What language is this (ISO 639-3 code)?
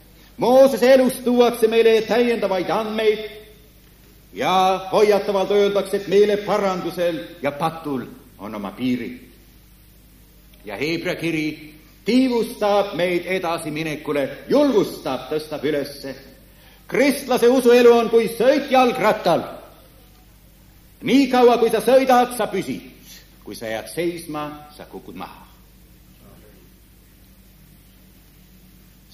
est